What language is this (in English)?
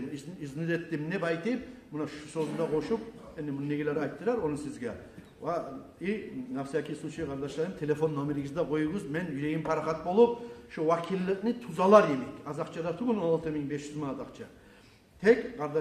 Kumyk